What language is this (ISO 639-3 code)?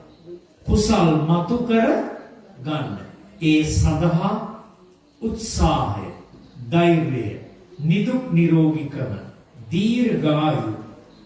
sin